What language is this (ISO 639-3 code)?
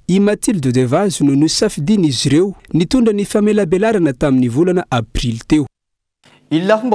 mlg